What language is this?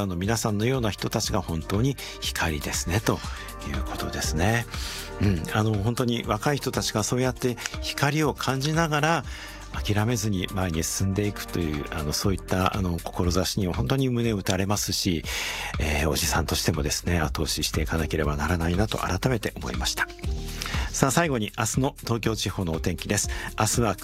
Japanese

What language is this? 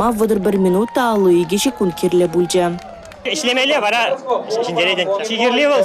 Chuvash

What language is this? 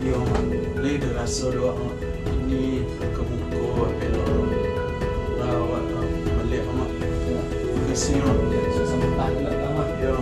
Minangkabau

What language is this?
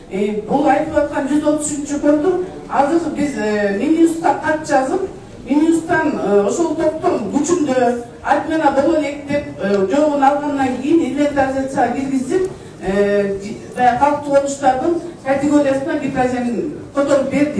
Kyrgyz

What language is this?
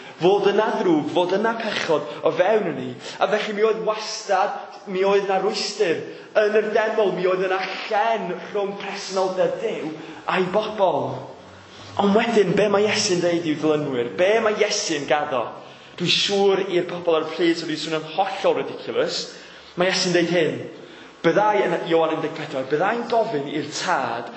Welsh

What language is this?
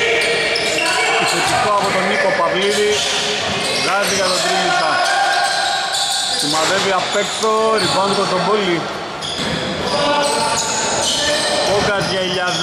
Greek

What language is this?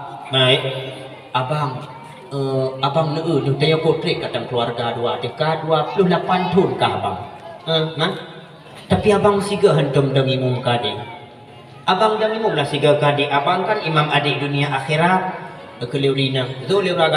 Achinese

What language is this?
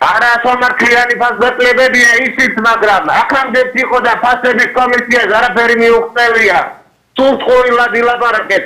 Georgian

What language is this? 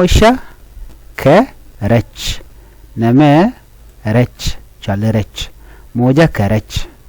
Nuer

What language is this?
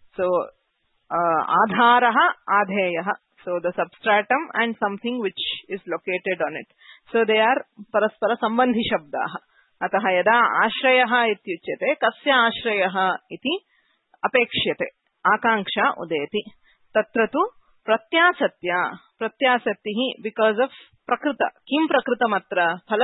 Sanskrit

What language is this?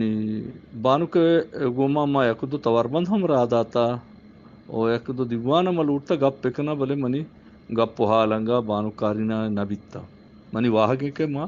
Eastern Balochi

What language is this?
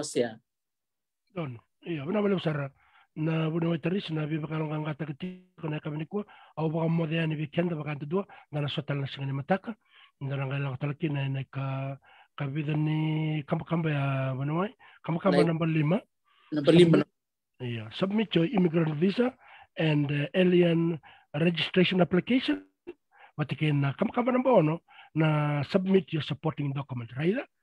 Fijian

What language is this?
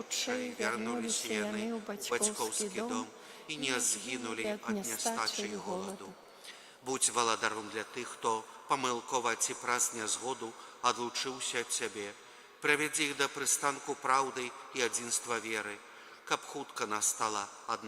Belarusian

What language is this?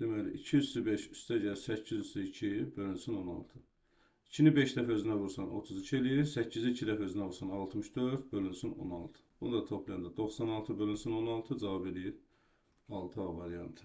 Azerbaijani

